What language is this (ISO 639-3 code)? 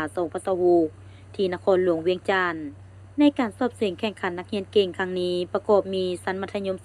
lao